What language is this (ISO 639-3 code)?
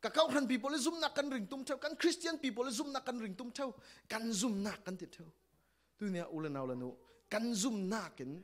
cfm